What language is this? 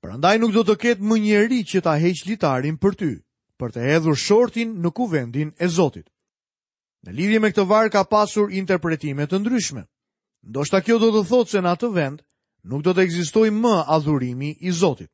Albanian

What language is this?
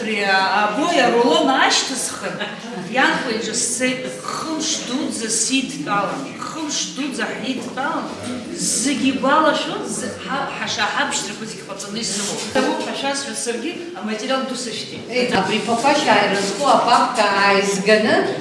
Abkhazian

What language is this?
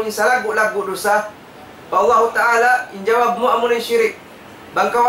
Tausug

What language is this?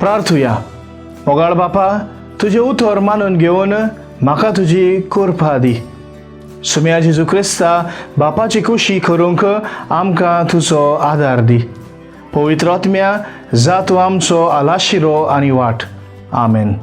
Konkani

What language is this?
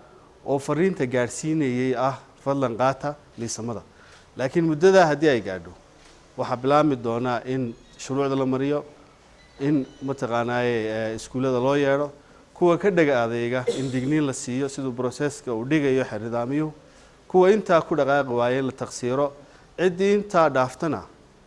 Somali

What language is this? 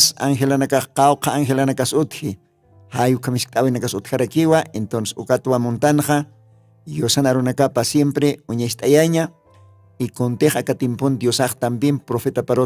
Aymara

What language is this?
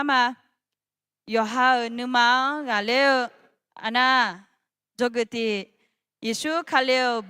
Akha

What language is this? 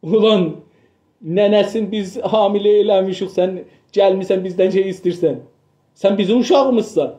South Azerbaijani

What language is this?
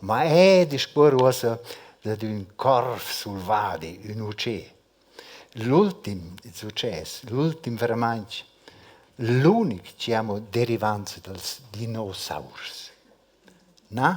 Romansh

